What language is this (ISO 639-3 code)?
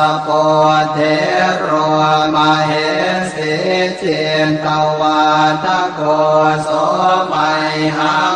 pli